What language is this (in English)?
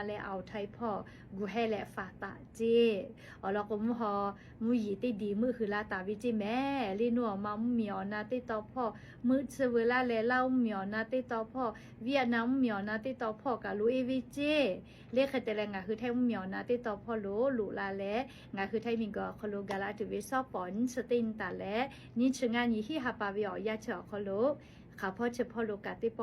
Lahu